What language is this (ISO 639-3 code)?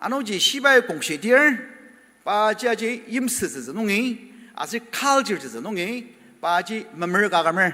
njo